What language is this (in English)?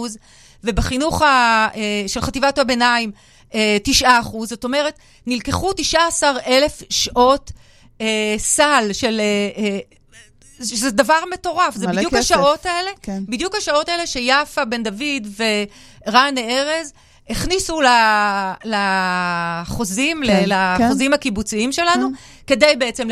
Hebrew